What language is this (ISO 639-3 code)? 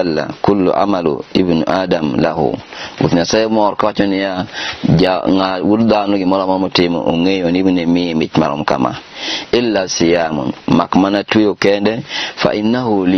luo